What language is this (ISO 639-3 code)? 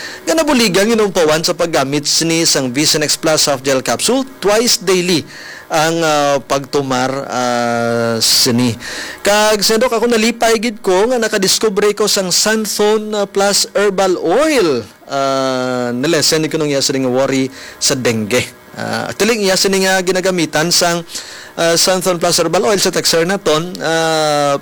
hil